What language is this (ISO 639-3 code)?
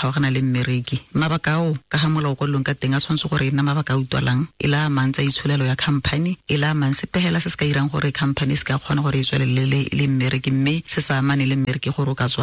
tsn